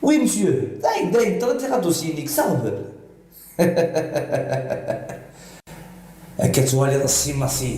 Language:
Kabyle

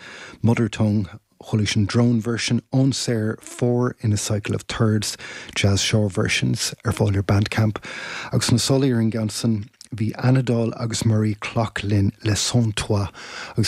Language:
Irish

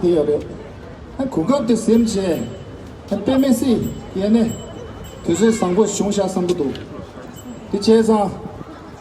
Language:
Tibetan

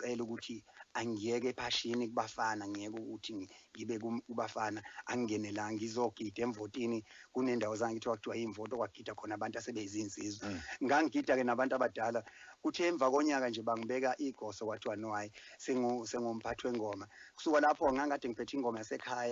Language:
Zulu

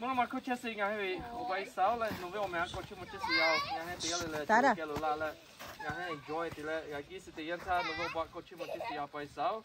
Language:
Lahu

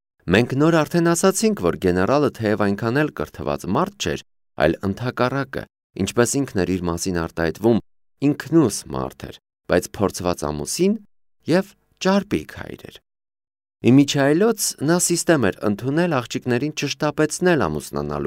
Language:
Armenian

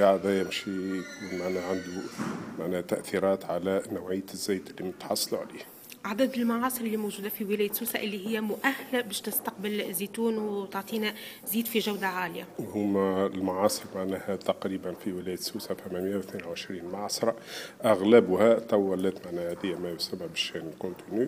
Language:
Tunisian Arabic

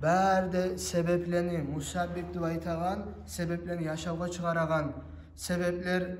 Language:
Kumyk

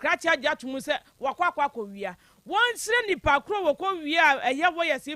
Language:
Akan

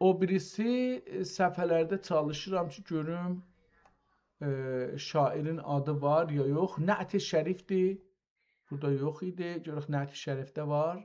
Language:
South Azerbaijani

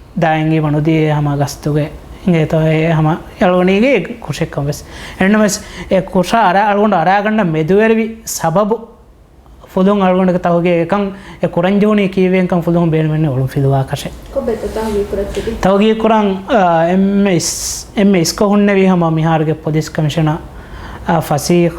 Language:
Divehi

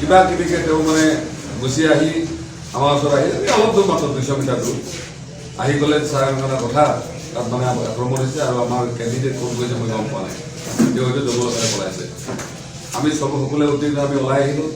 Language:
Assamese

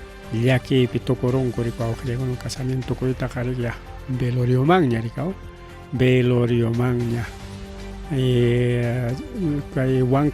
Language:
Ayacucho Quechua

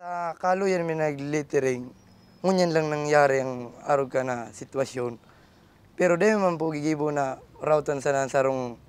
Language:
Bikol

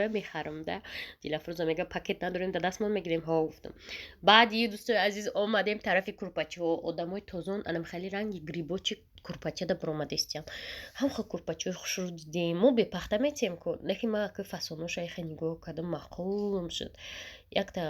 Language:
Tajik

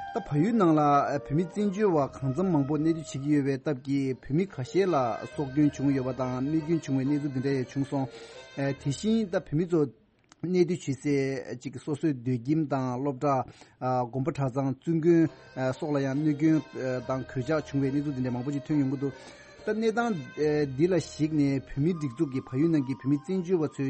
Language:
Tibetan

